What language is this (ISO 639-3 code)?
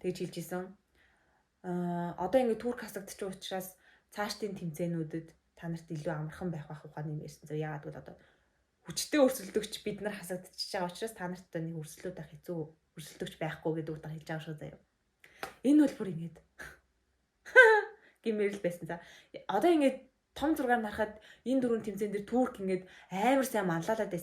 mon